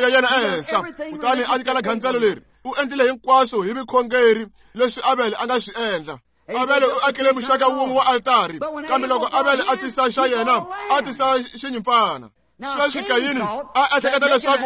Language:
Tsonga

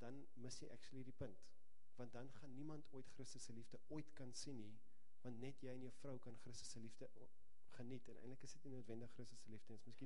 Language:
Afrikaans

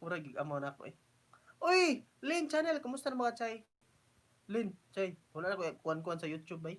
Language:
Cebuano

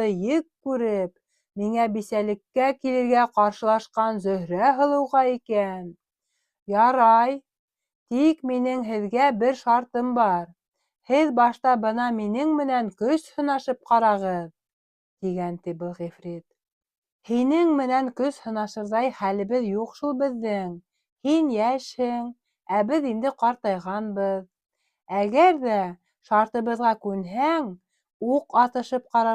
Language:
Bashkir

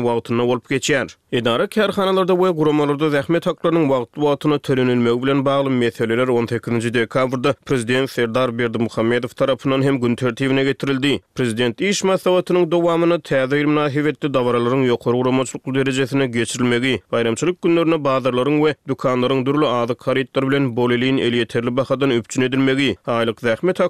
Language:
Turkmen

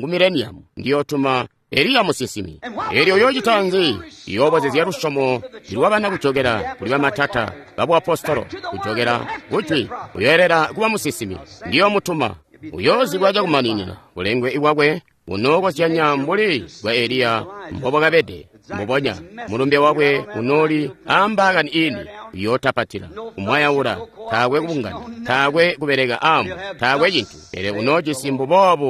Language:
Tonga (Zambia)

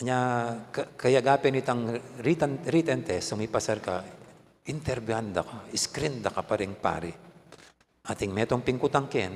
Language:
Pampanga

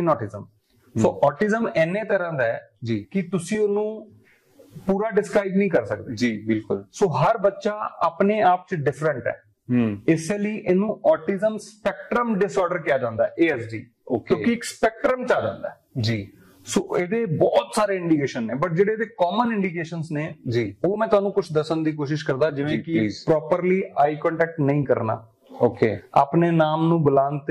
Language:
Punjabi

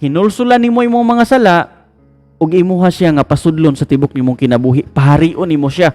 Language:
Cebuano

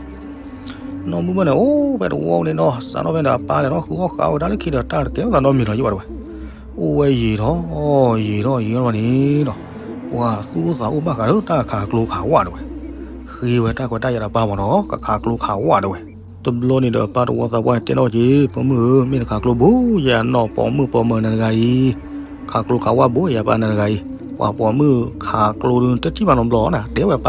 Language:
S'gaw Karen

